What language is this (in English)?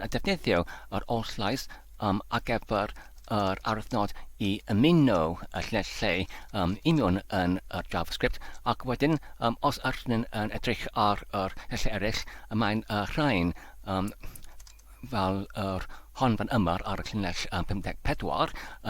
Welsh